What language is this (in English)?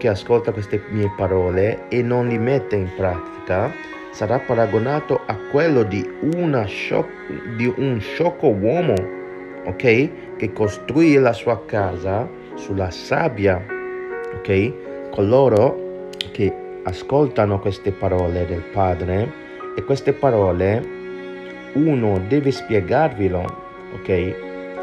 Italian